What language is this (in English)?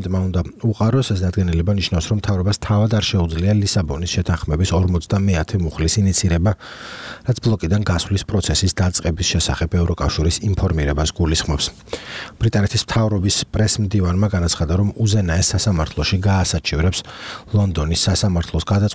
Georgian